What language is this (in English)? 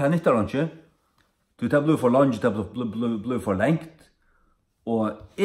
Faroese